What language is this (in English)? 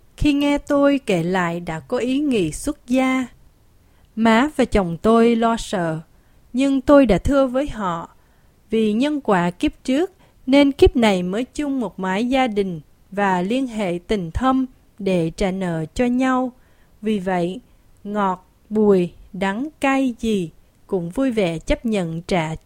Vietnamese